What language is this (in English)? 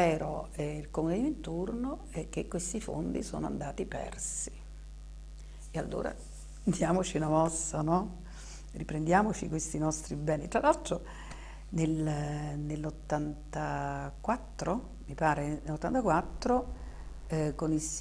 Italian